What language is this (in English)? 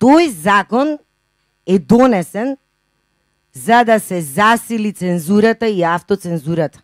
Macedonian